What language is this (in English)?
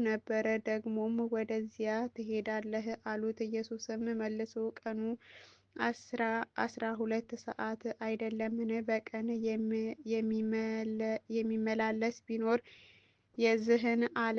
Amharic